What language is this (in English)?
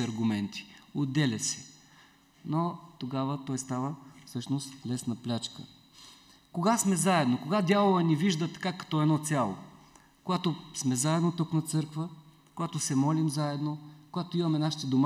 Bulgarian